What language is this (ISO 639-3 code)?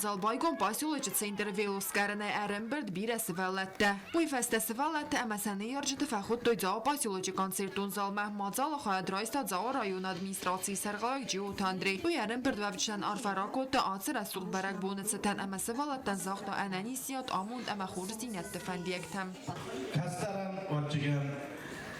oss